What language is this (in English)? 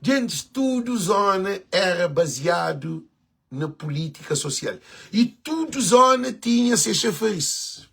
Kabuverdianu